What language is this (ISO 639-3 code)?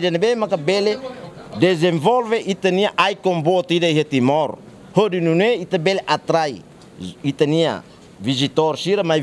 tet